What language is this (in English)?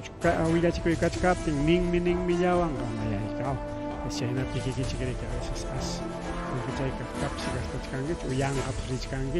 Ayacucho Quechua